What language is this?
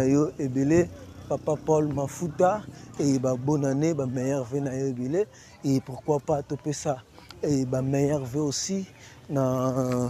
Lingala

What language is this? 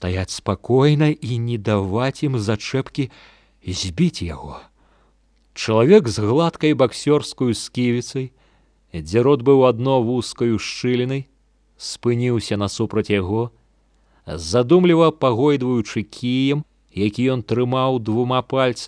Belarusian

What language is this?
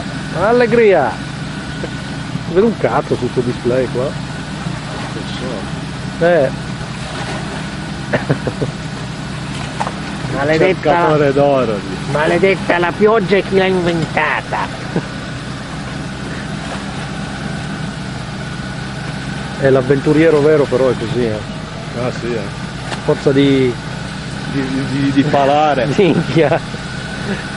Italian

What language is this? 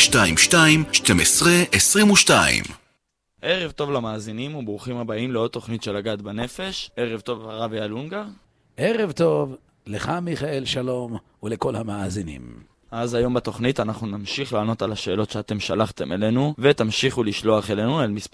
Hebrew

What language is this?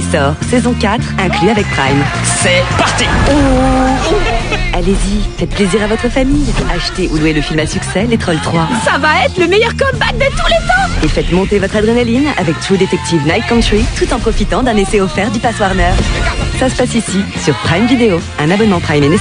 French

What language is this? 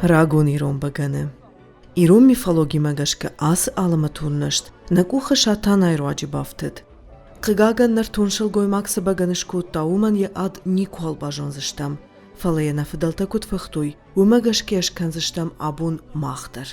Ossetic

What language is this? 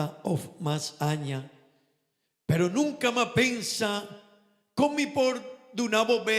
Papiamento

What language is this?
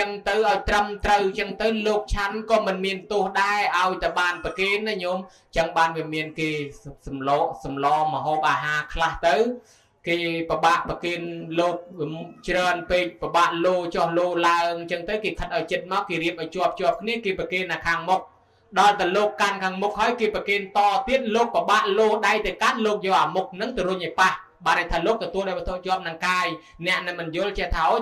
Khmer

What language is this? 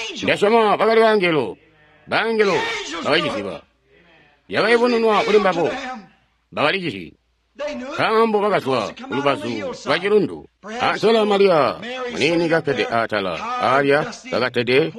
Tonga (Zambia)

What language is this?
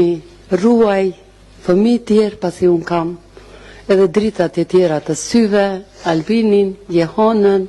Albanian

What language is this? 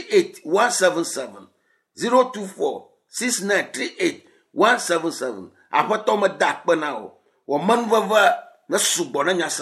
Ewe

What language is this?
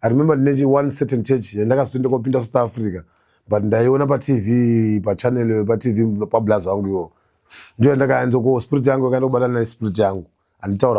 Shona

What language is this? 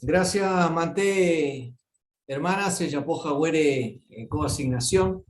Guarani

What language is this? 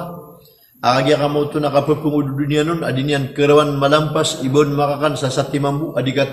Maranao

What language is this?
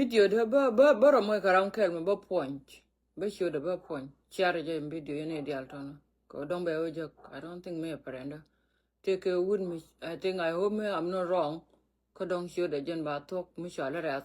Nuer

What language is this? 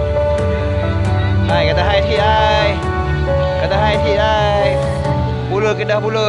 Malay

